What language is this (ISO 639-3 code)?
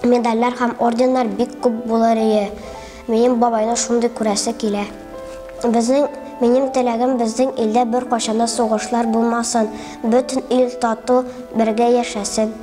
tat